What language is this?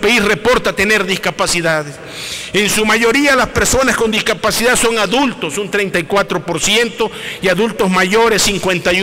Spanish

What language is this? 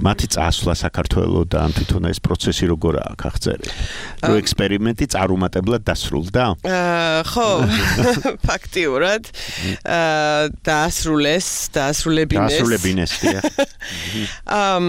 Georgian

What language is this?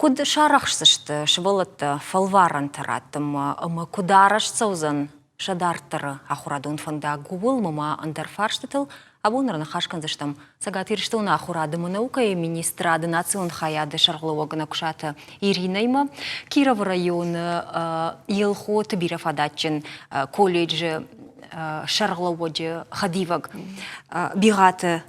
Ossetic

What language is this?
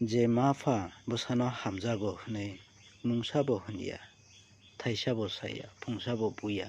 Kok Borok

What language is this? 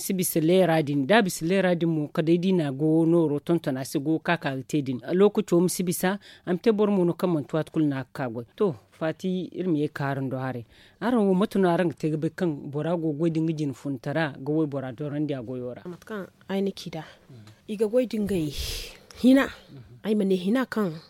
Zarma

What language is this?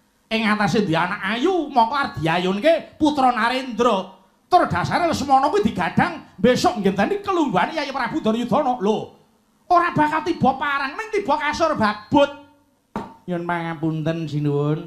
Javanese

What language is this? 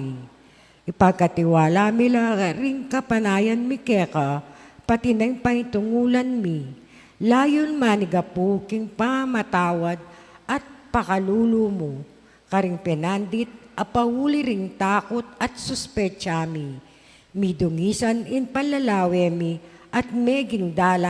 Pampanga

